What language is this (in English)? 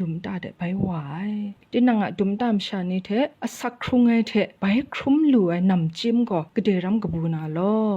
Kachin